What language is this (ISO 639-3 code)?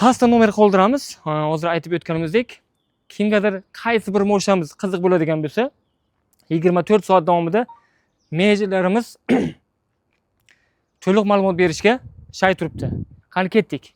uzb